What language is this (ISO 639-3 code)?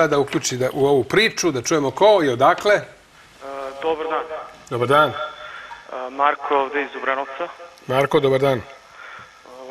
srp